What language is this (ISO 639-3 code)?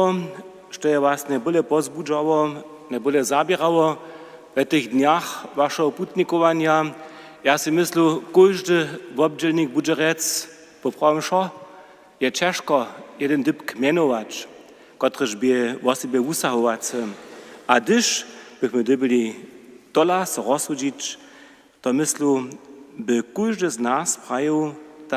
hsb